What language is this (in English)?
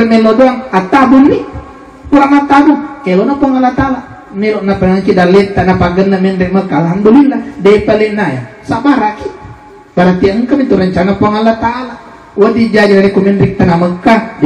Buginese